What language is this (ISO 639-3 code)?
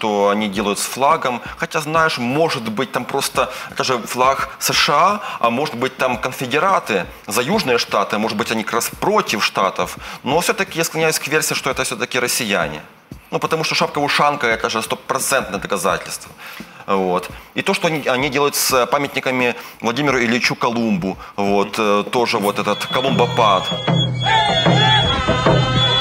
rus